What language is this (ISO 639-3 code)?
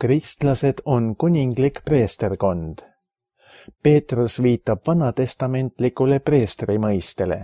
est